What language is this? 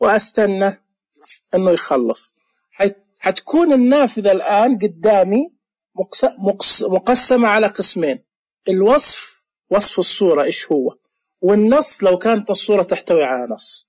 Najdi Arabic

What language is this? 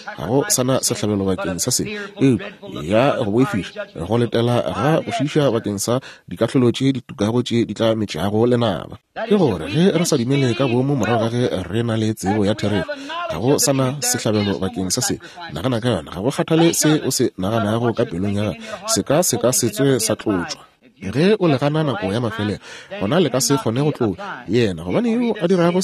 Northern Sotho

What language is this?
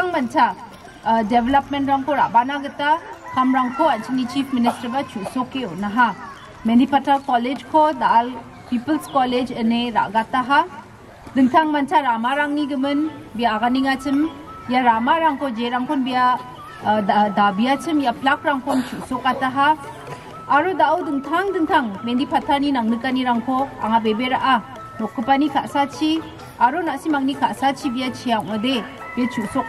Garo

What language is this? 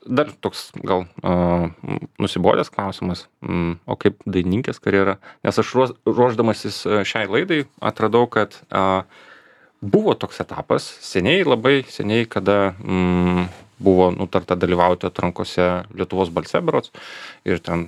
Lithuanian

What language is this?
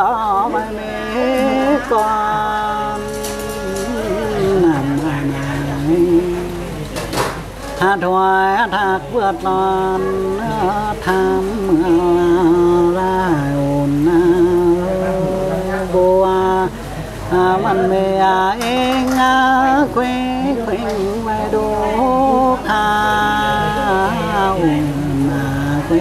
Vietnamese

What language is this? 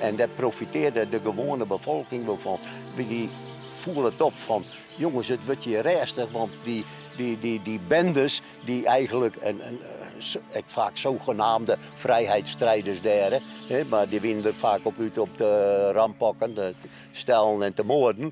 Western Frisian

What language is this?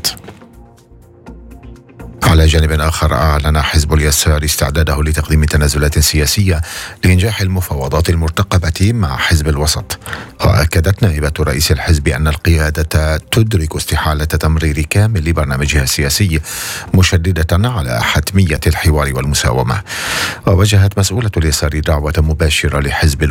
Arabic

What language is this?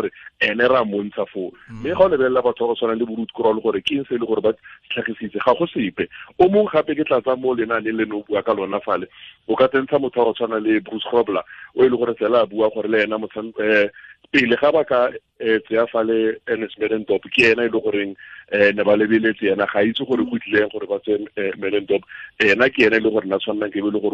Tswana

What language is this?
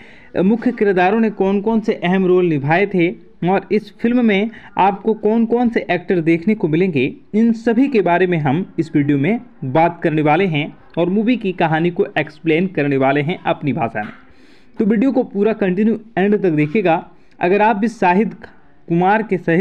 Hindi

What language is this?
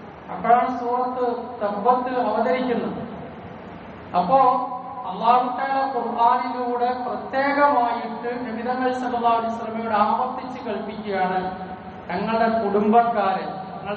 Malayalam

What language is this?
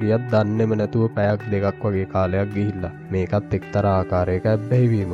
Sinhala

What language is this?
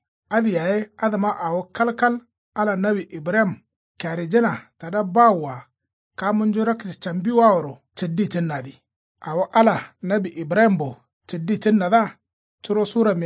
Kanuri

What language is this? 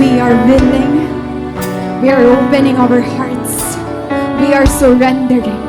Waray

